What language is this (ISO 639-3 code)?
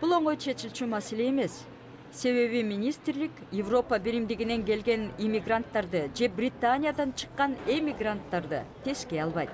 kir